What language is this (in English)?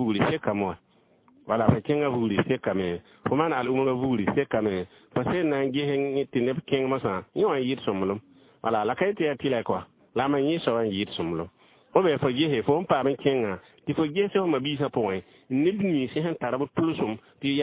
Mossi